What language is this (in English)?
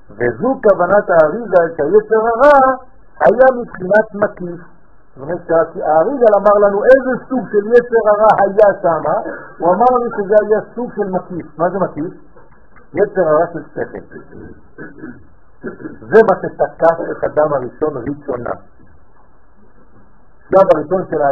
Hebrew